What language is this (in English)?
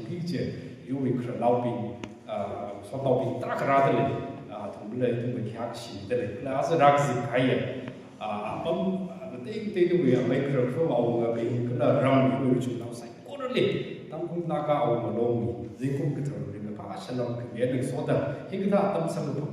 Tangkhul Naga (India)